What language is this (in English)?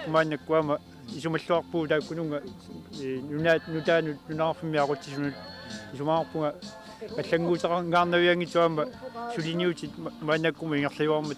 Kalaallisut